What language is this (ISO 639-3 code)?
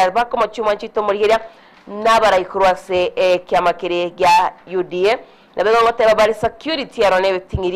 guz